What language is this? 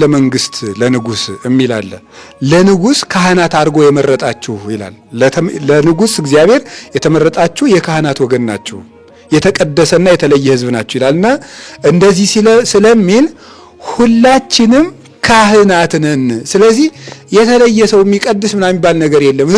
Amharic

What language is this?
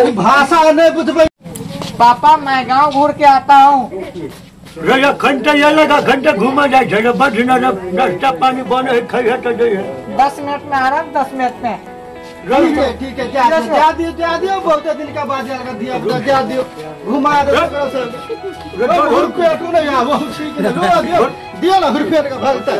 Maithili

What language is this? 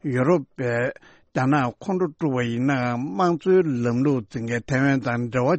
Tibetan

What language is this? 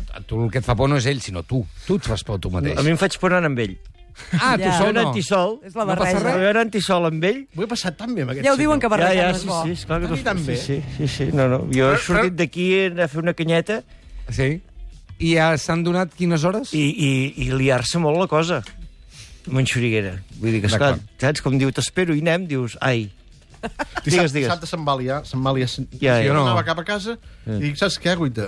Catalan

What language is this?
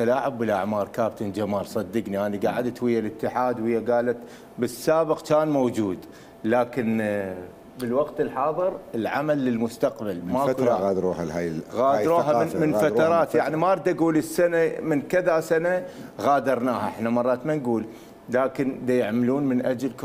Mesopotamian Arabic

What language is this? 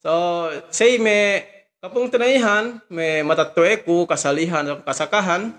Yakan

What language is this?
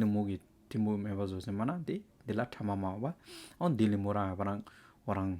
Hyolmo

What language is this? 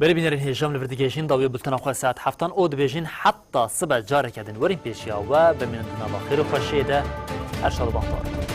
Kurdish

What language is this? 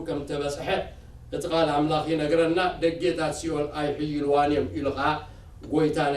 Tigrinya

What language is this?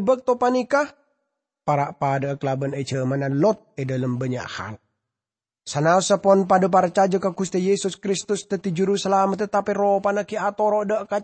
Madurese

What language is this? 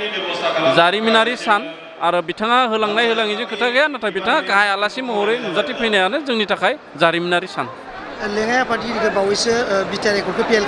Bodo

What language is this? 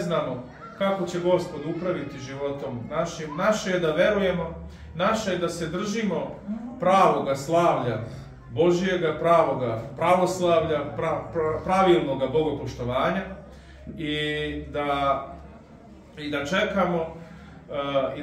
Serbian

